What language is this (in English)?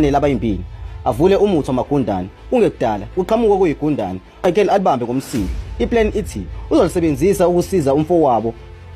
Zulu